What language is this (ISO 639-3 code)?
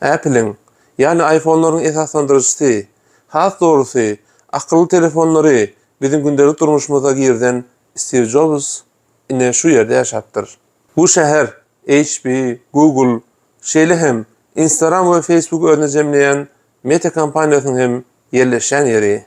tuk